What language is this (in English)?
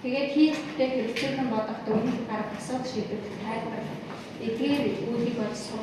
Mongolian